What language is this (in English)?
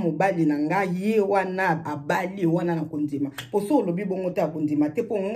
Lingala